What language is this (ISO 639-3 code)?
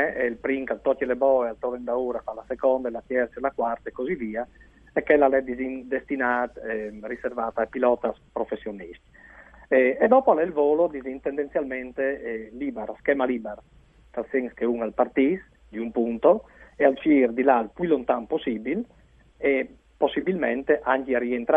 fur